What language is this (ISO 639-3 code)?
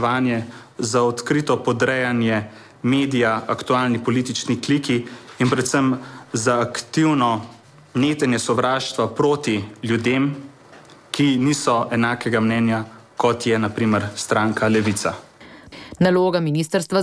slv